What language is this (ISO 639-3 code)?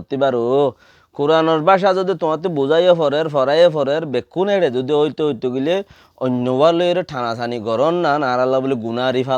rhg